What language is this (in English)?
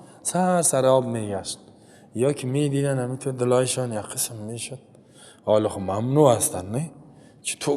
Persian